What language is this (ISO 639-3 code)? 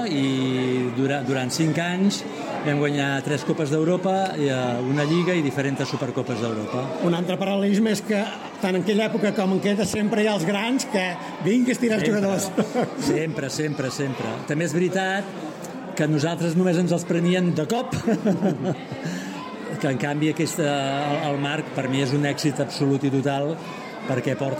cat